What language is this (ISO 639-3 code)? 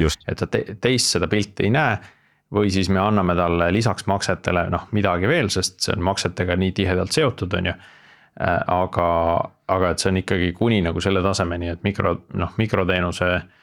est